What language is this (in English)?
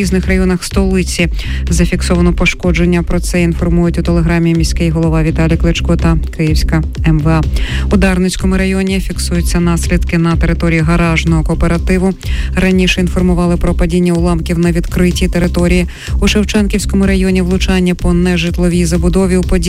Ukrainian